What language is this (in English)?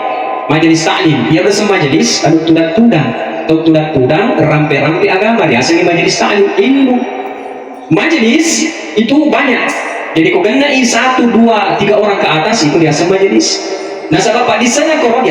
Buginese